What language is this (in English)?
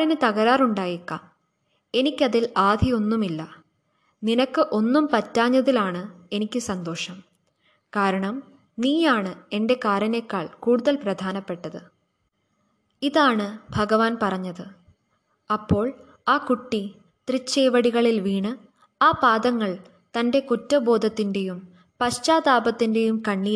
Malayalam